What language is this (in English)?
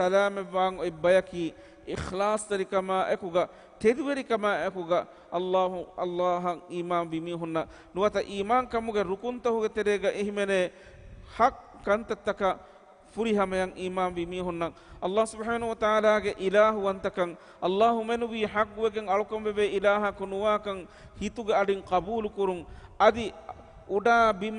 Divehi